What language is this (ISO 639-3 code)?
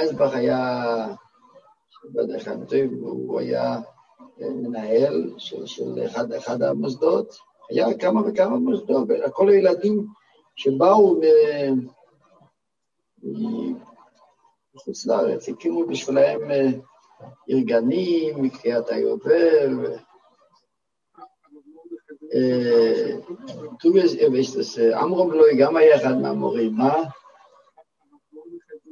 heb